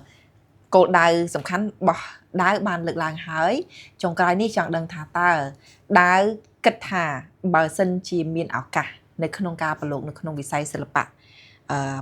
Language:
Khmer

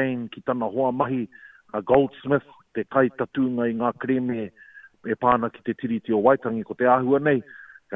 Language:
Māori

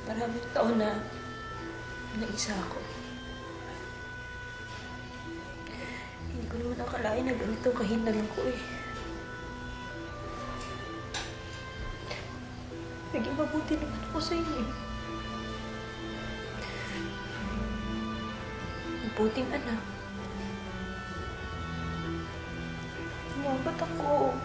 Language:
Filipino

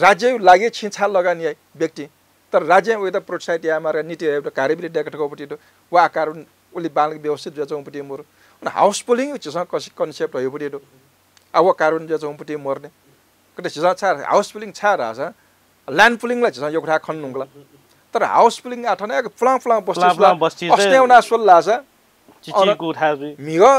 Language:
Newari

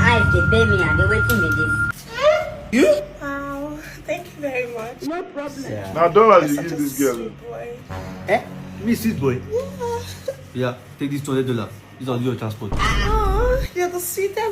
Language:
Nigerian Pidgin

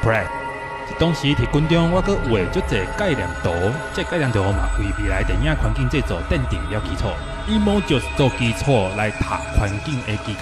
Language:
Min Nan Chinese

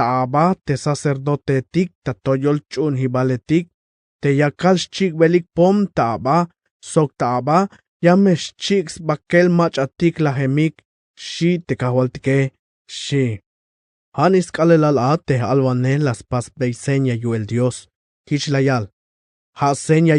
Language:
Tzeltal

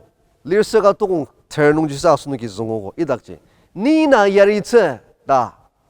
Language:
Ao Naga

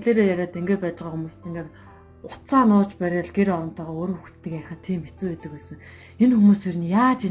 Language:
Mongolian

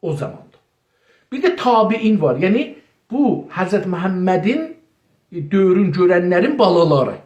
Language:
South Azerbaijani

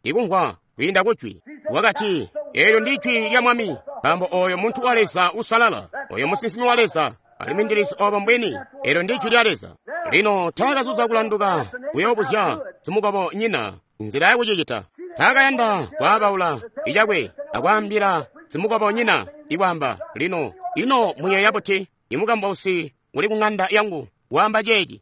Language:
Tonga (Zambia)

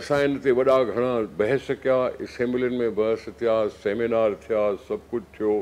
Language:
Sindhi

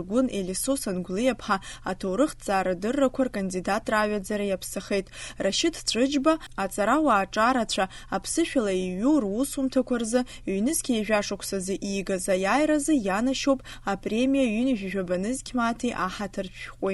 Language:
Abkhazian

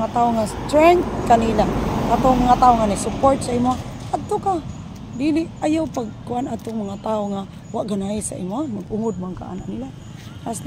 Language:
Cebuano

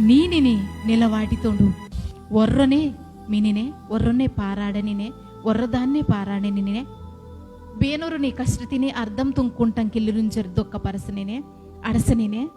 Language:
Koya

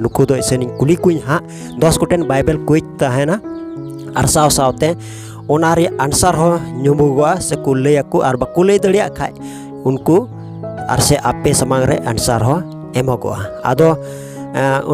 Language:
Santali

